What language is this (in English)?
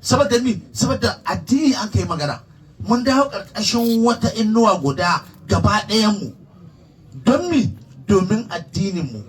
Hausa